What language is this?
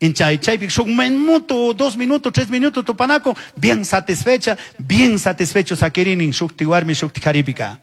Chimborazo Highland Quichua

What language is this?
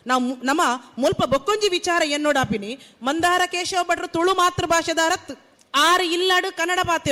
Tulu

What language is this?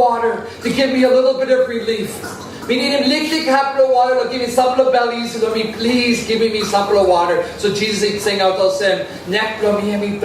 Tok Pisin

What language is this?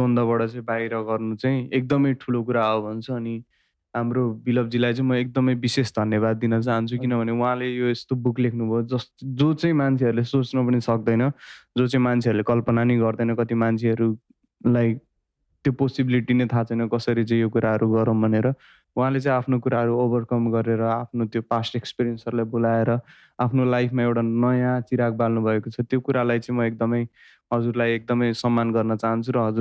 Nepali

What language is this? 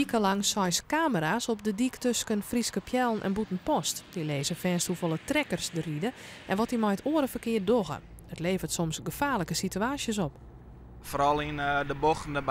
Western Frisian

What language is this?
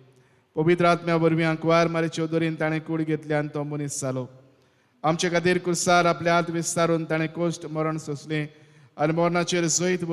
Konkani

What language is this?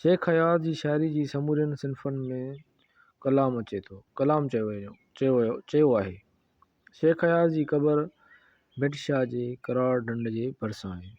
Sindhi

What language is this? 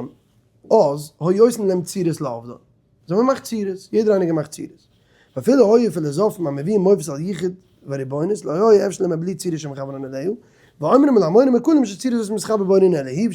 Yiddish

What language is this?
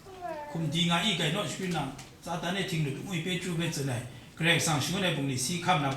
Kachin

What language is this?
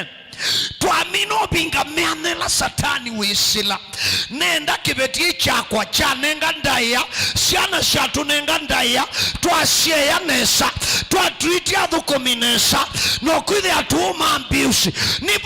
Kamba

